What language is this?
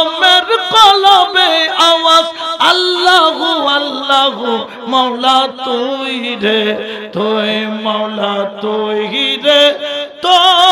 Bangla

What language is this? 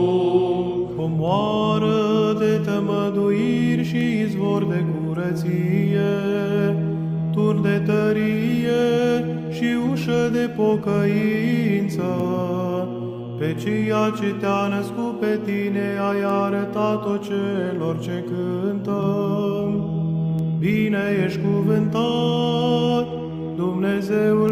Romanian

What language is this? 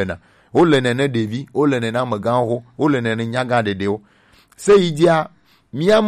Gen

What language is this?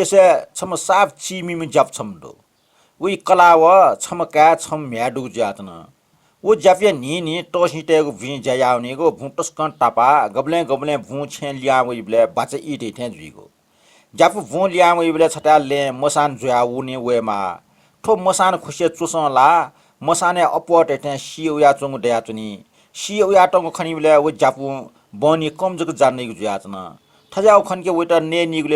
Newari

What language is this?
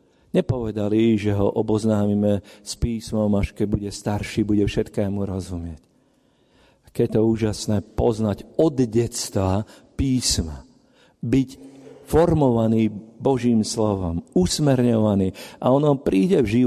Slovak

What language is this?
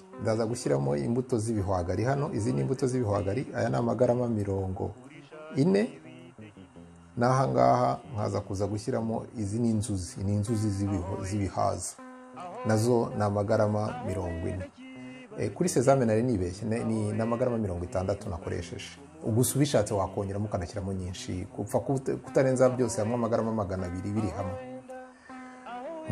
Kinyarwanda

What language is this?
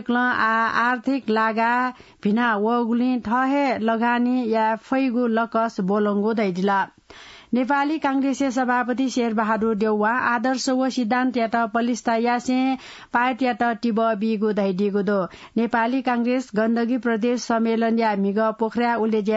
Newari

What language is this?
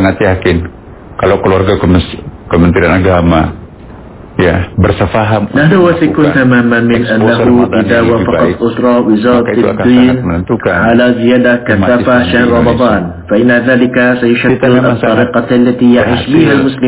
Indonesian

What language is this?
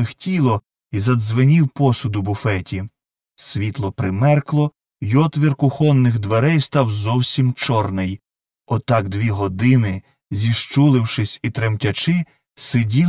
Ukrainian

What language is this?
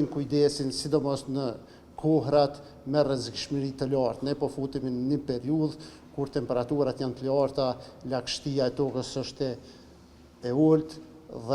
Albanian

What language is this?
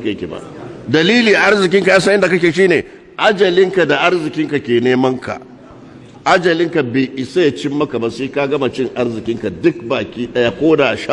Hausa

